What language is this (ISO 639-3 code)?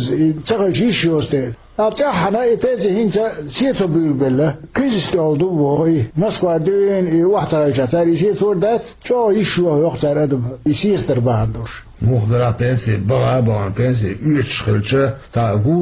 che